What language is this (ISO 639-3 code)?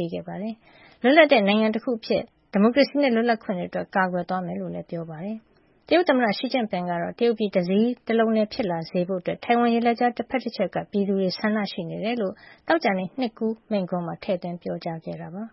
mya